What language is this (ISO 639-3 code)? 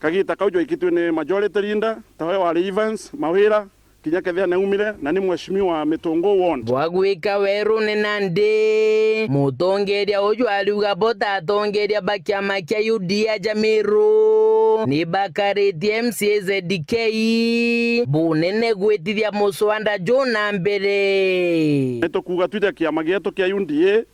mer